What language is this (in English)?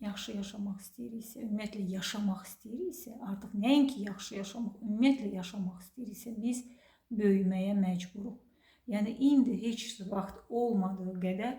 Azerbaijani